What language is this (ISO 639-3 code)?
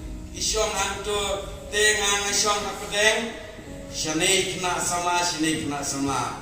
kha